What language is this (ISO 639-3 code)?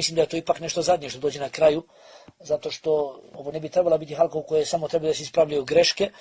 bos